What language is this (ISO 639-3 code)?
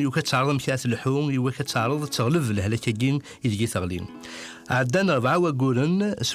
kab